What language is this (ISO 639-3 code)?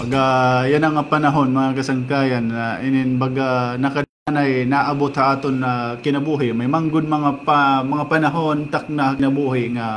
war